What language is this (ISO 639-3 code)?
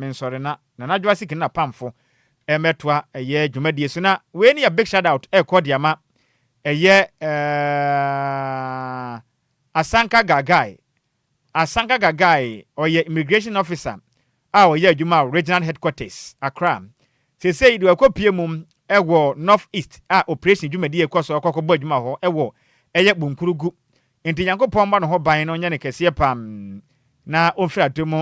aka